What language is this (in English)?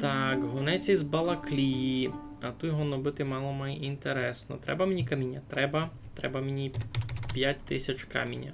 Rusyn